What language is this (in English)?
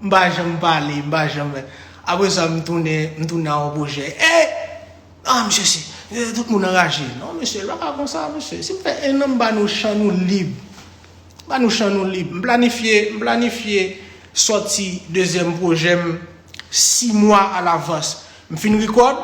Haitian Creole